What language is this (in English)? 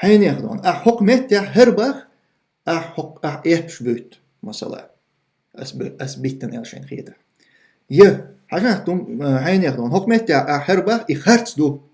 Chechen